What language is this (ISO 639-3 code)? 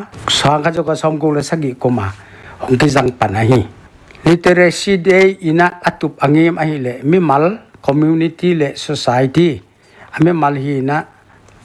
pck